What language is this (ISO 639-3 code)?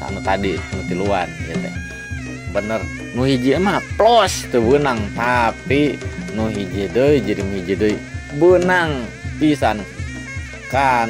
sun